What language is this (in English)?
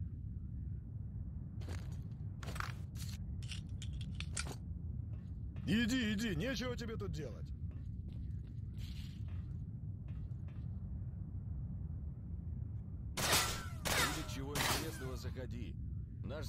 Russian